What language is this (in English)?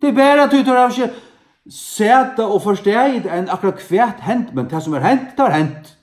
Faroese